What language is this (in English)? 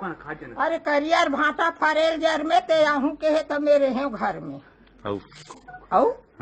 Chhattisgarhi